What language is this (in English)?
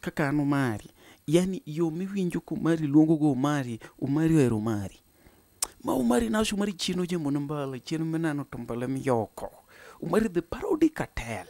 Luo (Kenya and Tanzania)